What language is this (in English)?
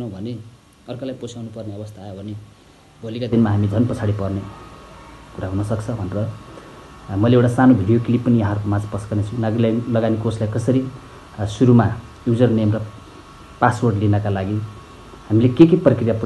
Nepali